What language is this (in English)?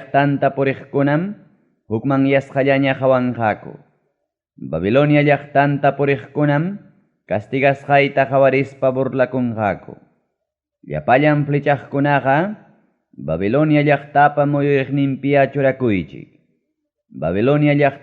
Ayacucho Quechua